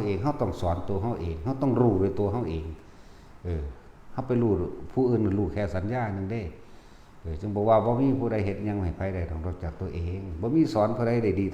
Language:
Northeastern Thai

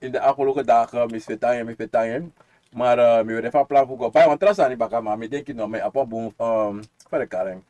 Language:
Sranan Tongo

